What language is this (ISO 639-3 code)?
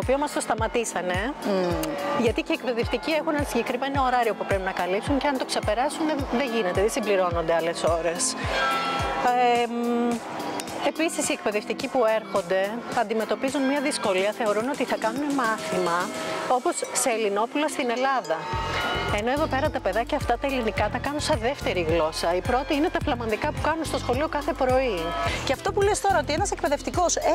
ell